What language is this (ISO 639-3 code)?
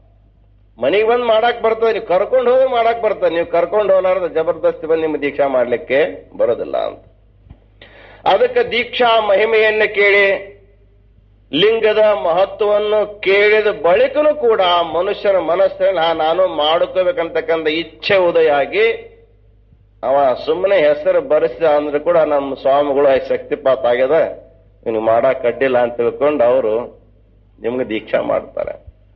kan